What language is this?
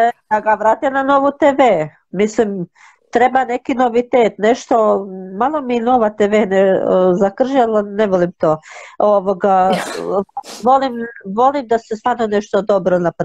Croatian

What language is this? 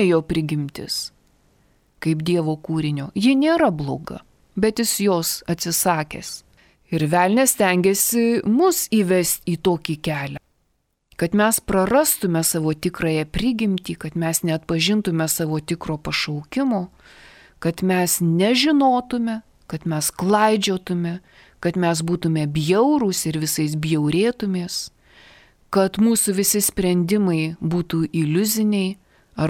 Lithuanian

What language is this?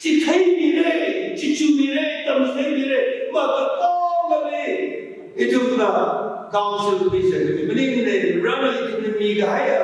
Tangkhul Naga (India)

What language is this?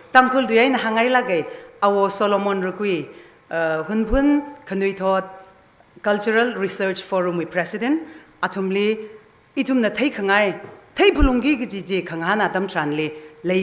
Tangkhul Naga (India)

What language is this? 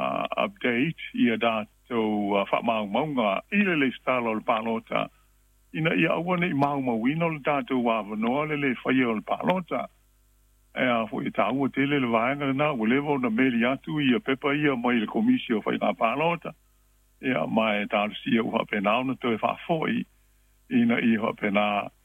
Samoan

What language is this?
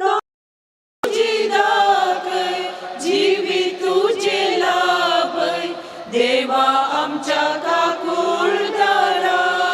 Konkani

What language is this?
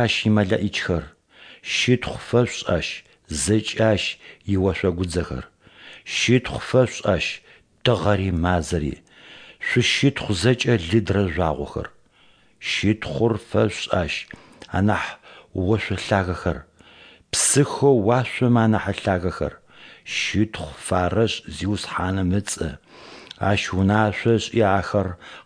Adyghe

